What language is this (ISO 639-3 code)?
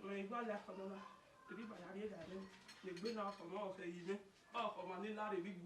bin